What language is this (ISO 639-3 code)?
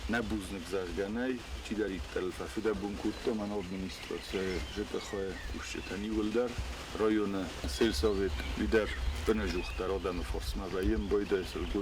oss